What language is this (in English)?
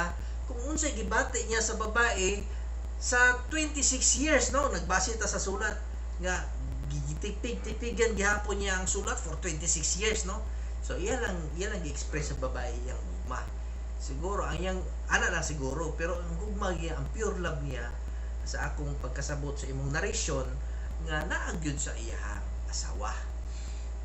Cebuano